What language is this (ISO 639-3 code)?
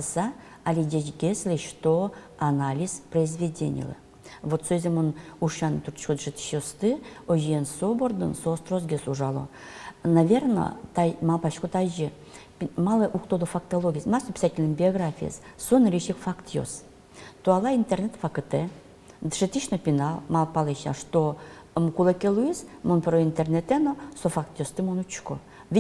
udm